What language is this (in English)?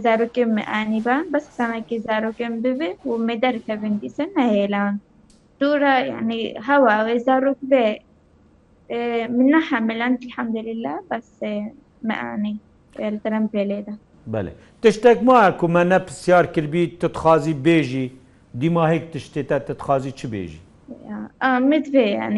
Kurdish